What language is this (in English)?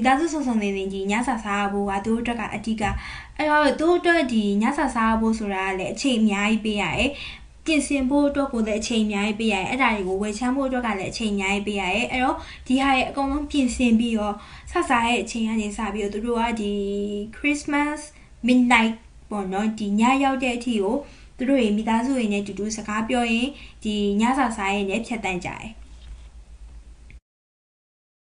Burmese